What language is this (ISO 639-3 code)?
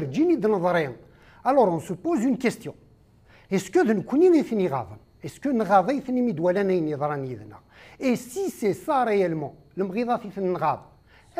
kab